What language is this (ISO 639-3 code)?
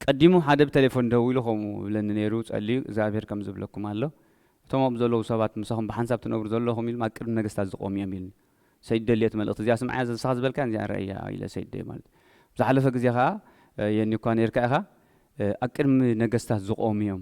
tir